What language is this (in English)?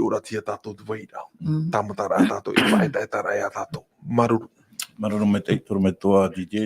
Tahitian